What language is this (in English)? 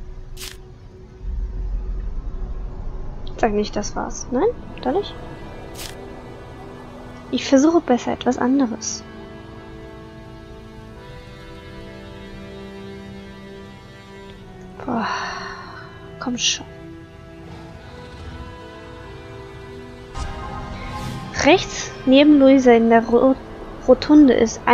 German